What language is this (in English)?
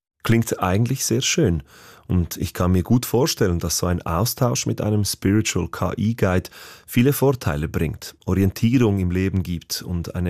German